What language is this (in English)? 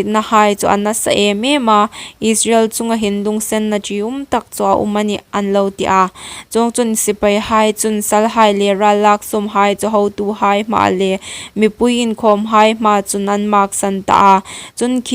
Hmar